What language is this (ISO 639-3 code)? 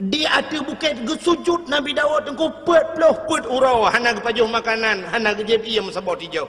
ace